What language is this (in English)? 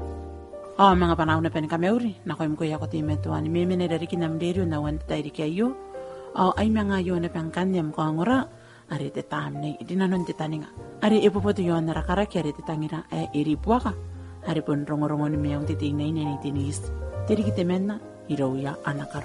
Gilbertese